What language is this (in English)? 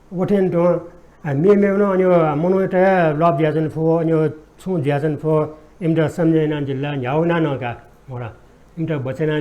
Newari